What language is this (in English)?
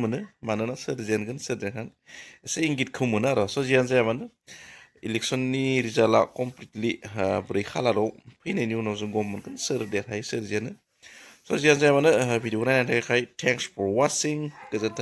Bodo